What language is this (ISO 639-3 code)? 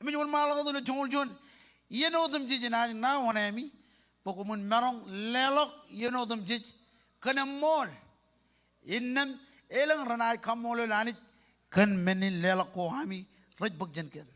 mah